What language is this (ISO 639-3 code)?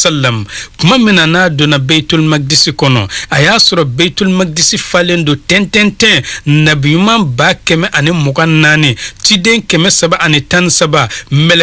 bam